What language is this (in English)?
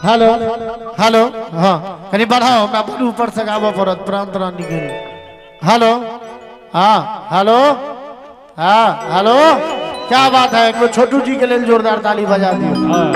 Maithili